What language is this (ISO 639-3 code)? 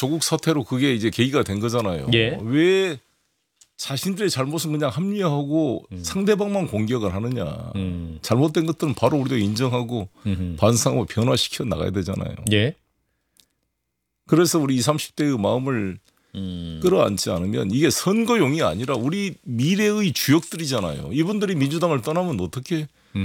kor